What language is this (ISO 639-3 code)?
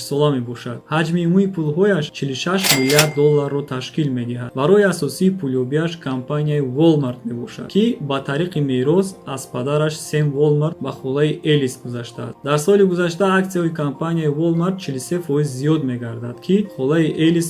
tgk